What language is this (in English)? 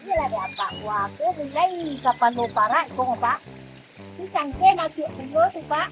Minangkabau